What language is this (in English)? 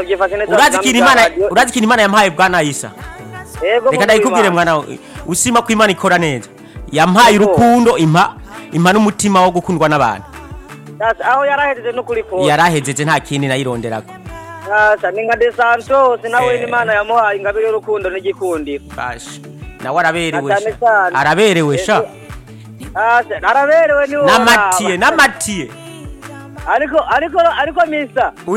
Rundi